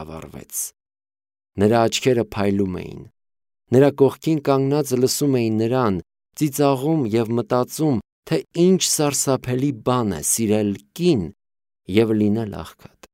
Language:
Armenian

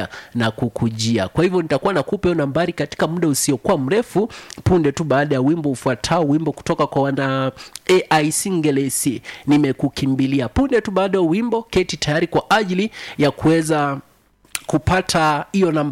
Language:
Swahili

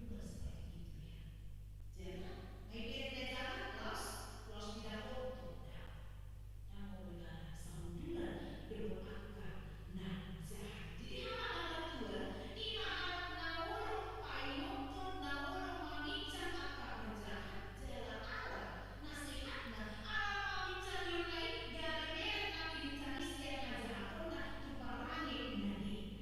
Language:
Batak Toba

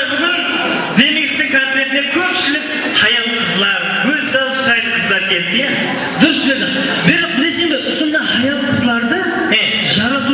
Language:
Kara-Kalpak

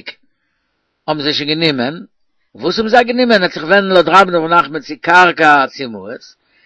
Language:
Yiddish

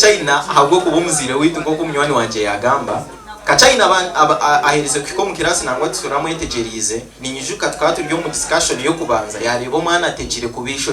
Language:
Nyankole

